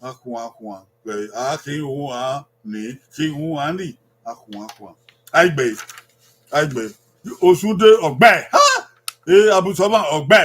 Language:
Bini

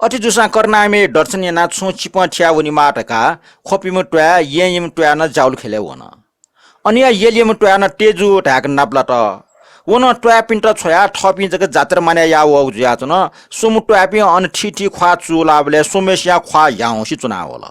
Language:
Newari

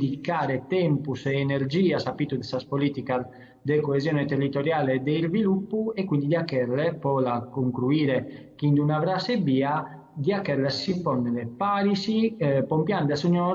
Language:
Sardinian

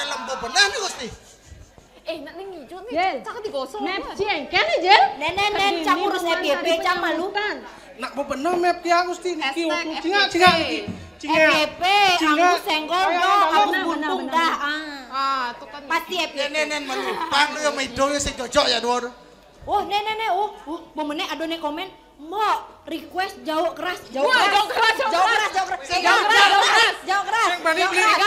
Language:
Balinese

